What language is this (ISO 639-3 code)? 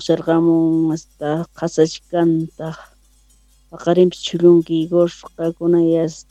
quh